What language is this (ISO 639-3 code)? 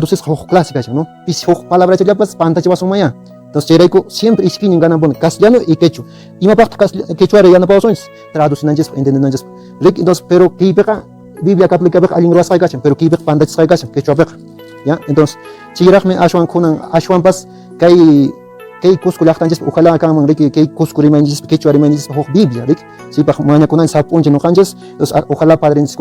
que